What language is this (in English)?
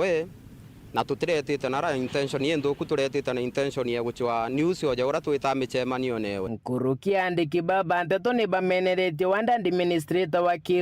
Meru